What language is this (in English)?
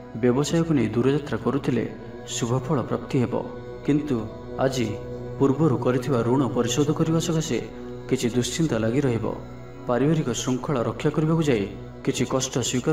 Odia